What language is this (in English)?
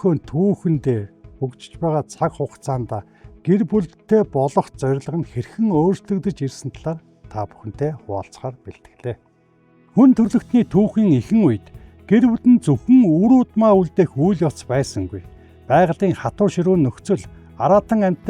Mongolian